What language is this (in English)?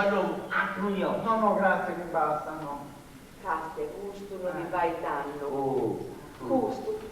Sardinian